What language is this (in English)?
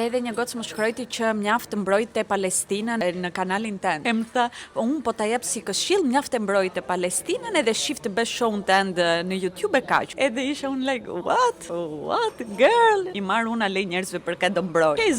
Albanian